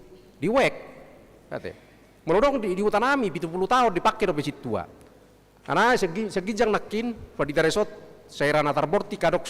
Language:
Batak Toba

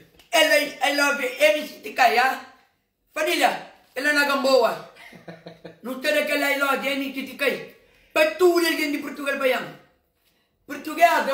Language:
Kabuverdianu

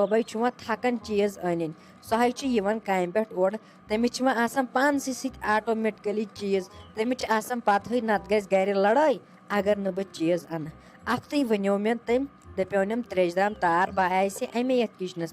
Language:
Kashmiri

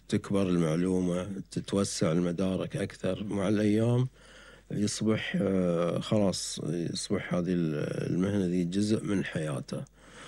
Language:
Gulf Arabic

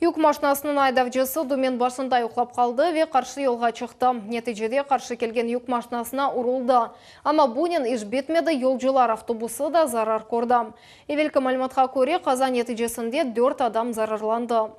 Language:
Crimean Tatar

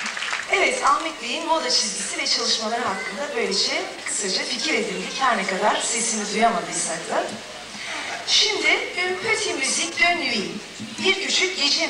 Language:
Turkish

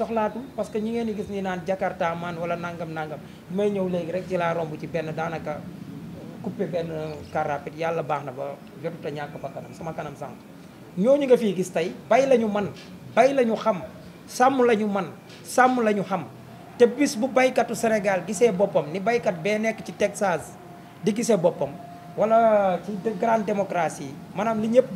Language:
Wolof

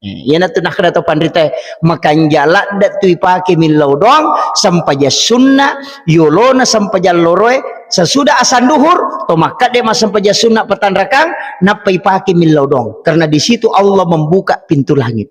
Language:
Buginese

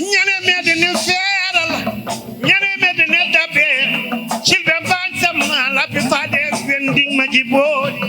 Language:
Fula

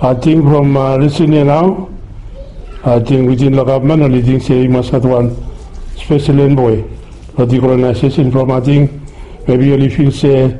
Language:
Bislama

